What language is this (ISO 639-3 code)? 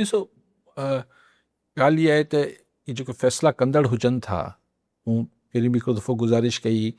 snd